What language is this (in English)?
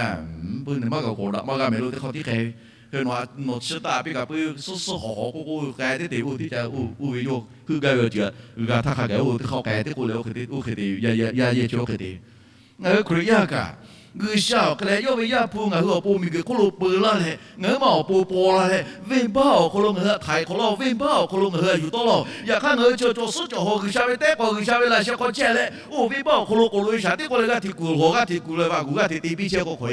Lahu